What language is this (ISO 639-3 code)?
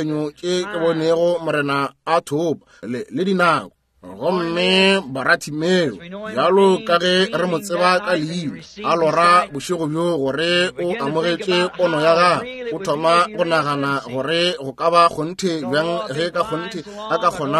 nso